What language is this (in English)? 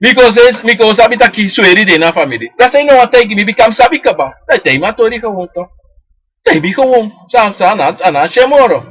Sranan Tongo